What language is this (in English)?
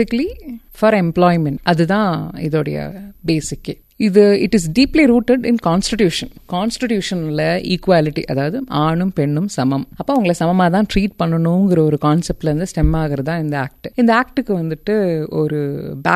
Tamil